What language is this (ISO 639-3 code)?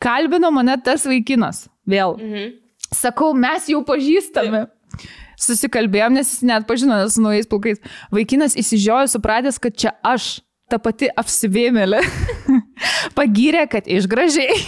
lit